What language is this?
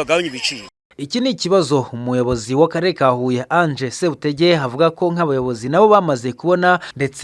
Kinyarwanda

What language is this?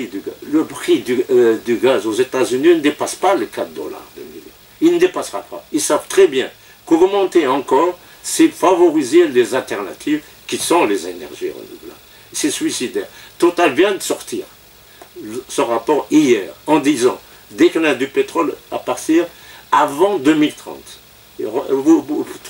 French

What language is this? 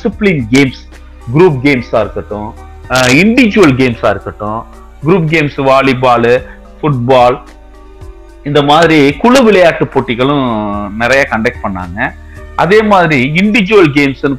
Tamil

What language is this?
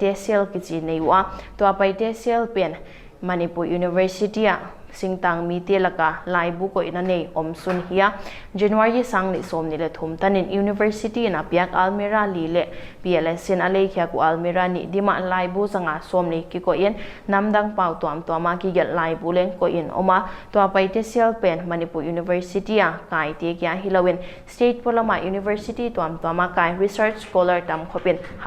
Paite Chin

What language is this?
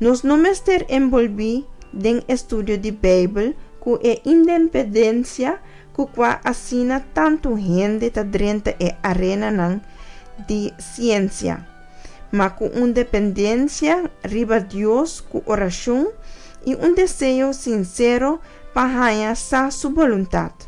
Papiamento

